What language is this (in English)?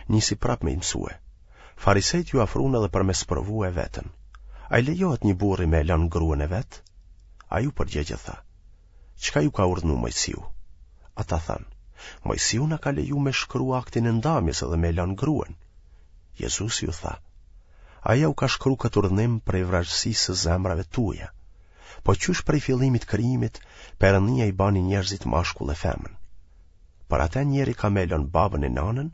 Albanian